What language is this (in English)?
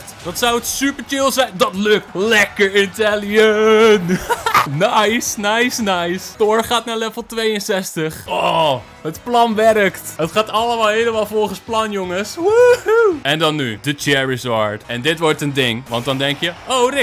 Dutch